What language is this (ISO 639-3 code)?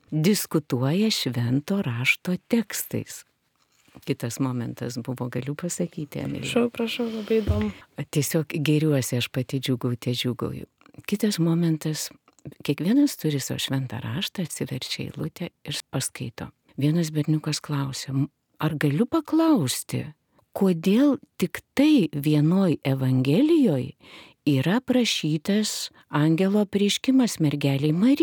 lit